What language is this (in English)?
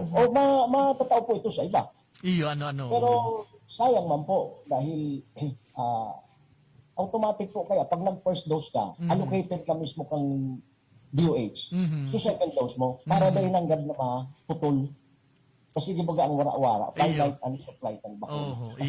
Bikol